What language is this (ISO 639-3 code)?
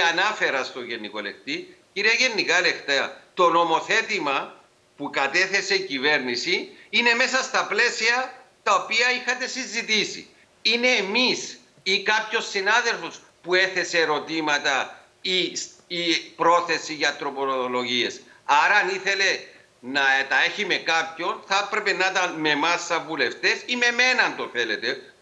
ell